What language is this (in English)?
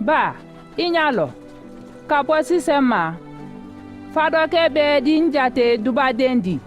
Mandingo